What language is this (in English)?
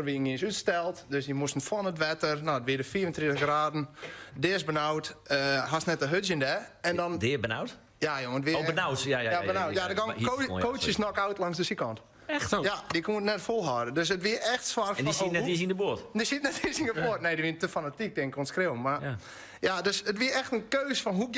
Western Frisian